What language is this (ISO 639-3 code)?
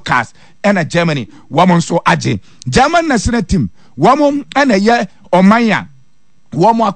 aka